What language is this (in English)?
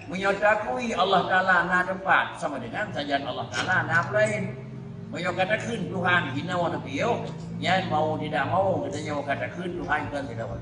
Achinese